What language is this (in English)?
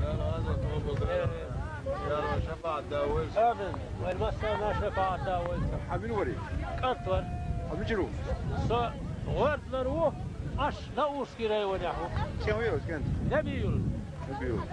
Chechen